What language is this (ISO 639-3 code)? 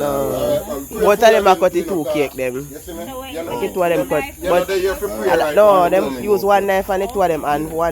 jam